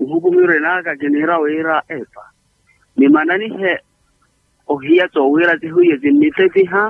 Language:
Makhuwa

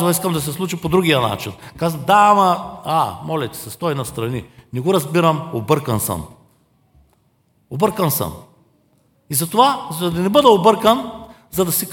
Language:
Bulgarian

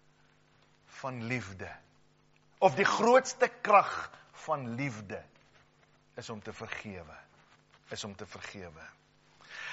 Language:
Afrikaans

